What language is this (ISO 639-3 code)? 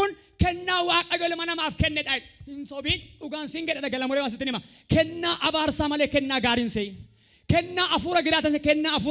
orm